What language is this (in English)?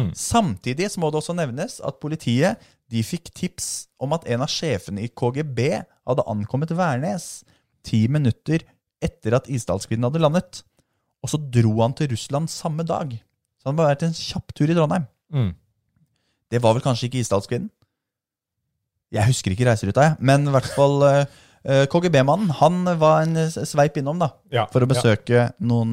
Norwegian